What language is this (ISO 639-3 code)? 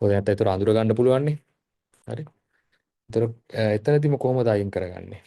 sin